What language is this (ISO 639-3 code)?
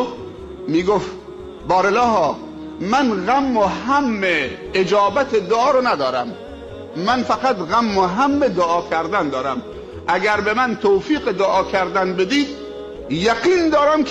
fas